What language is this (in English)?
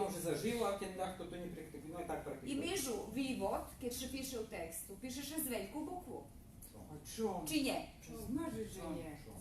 Rusyn